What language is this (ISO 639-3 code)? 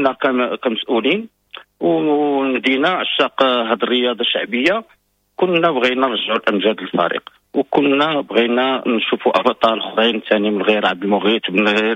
ary